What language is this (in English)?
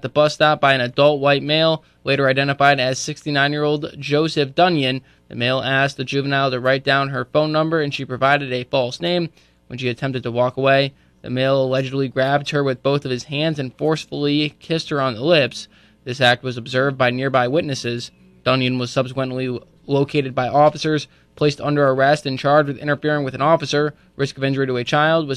English